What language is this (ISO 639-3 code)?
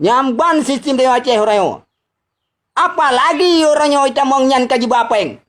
ace